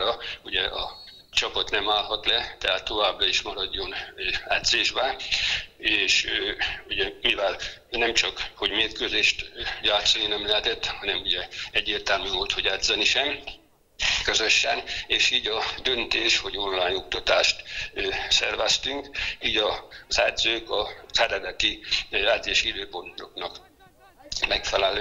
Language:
Hungarian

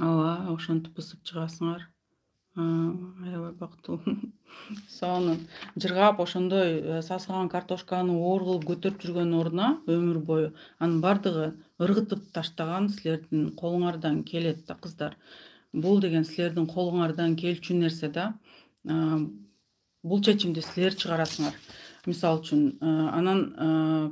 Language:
Kyrgyz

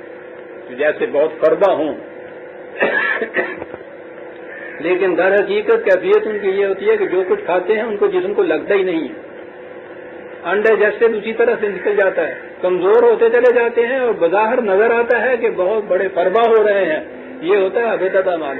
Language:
Urdu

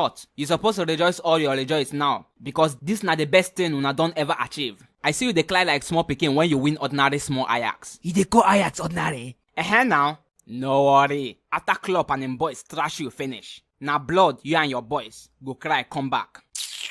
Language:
Nigerian Pidgin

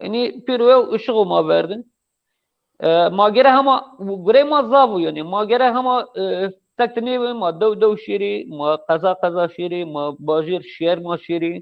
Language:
Zaza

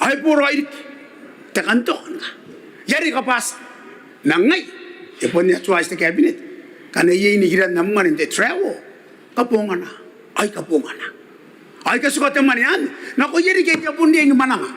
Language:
Gilbertese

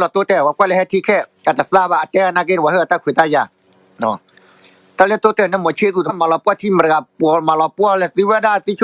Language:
S'gaw Karen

